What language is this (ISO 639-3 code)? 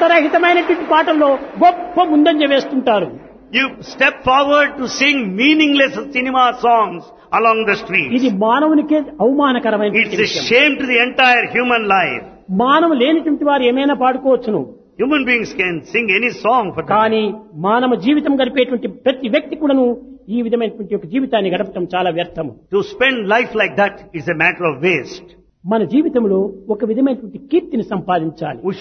tel